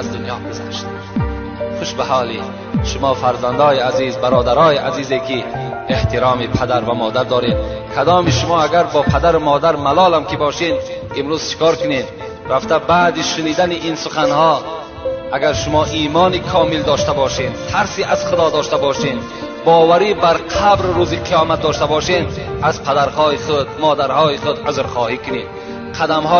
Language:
Tajik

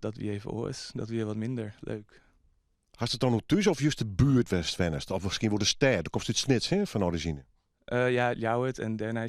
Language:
Western Frisian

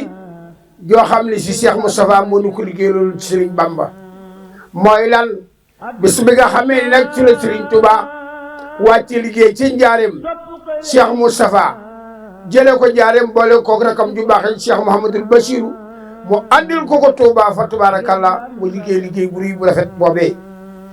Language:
Wolof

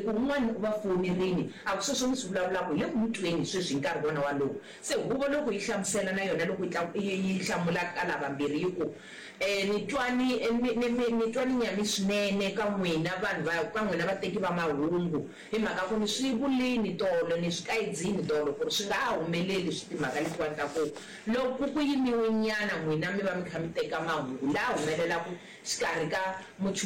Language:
Tsonga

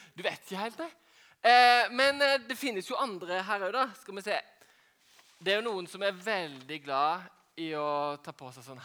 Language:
Norwegian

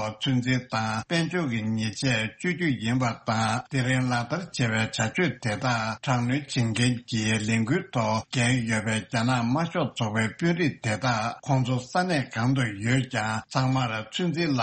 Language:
Tibetan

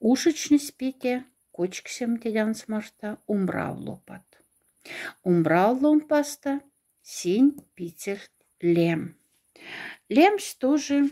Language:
Moksha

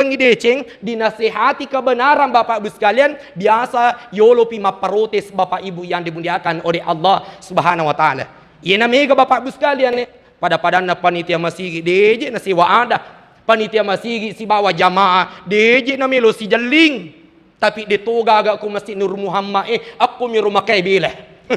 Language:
Buginese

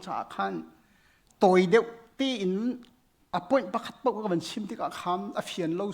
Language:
Hakha Chin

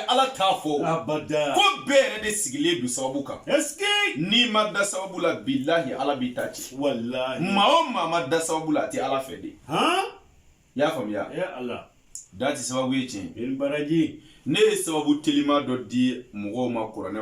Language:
Bambara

